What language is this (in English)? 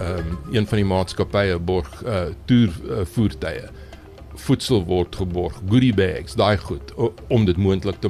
Afrikaans